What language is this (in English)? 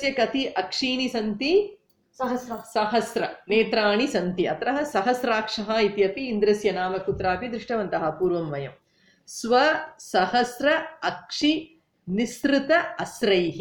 Sanskrit